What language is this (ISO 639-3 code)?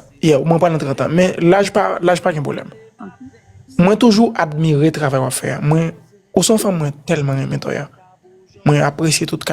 hat